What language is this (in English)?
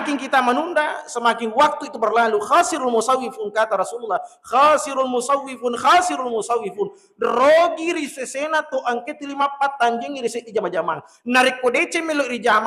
Buginese